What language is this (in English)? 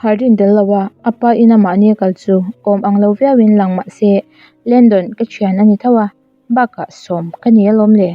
Mizo